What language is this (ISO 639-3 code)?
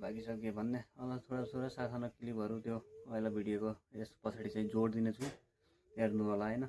nep